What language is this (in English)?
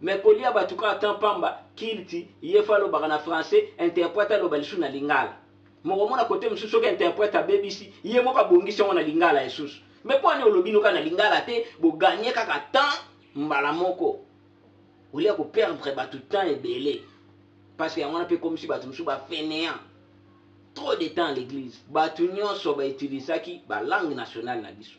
Lingala